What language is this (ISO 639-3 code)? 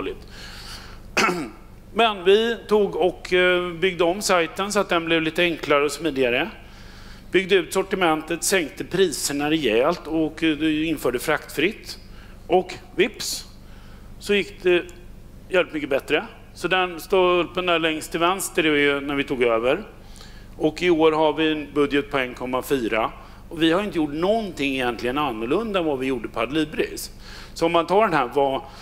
swe